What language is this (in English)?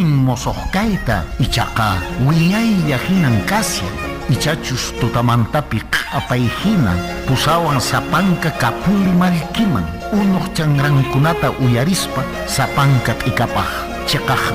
Quechua